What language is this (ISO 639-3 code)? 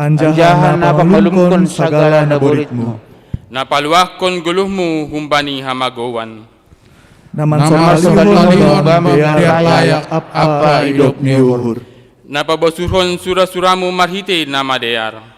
bts